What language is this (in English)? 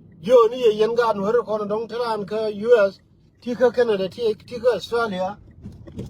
Nuer